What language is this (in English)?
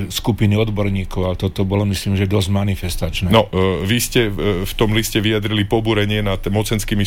Slovak